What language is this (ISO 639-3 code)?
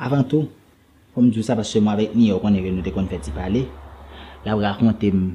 hat